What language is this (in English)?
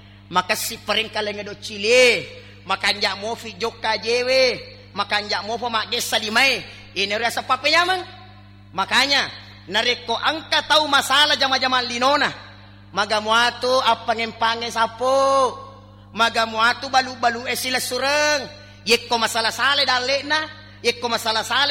Buginese